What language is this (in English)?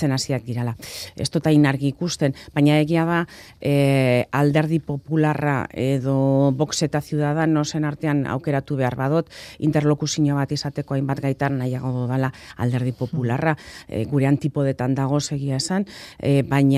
Basque